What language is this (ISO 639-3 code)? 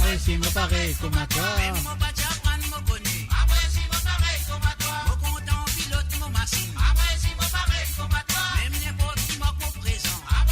mfe